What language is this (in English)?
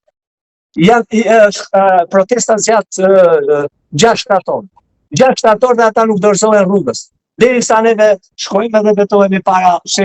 Albanian